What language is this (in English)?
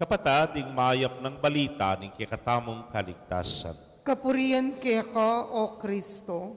Pampanga